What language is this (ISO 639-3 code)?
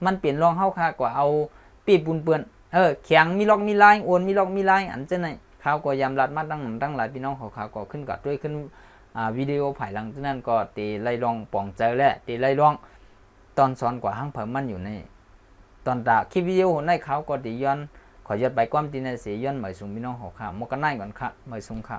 shn